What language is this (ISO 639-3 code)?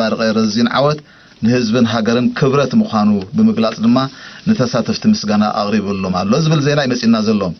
tir